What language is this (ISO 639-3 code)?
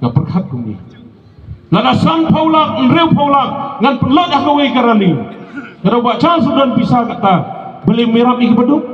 kha